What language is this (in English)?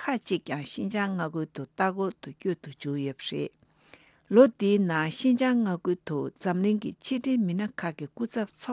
Tibetan